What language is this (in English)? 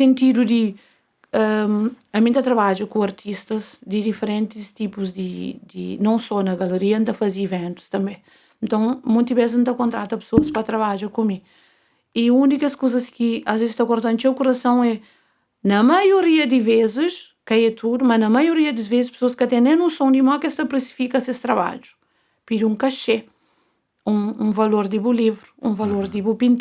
Kabuverdianu